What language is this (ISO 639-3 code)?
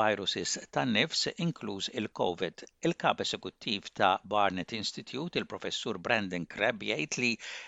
mlt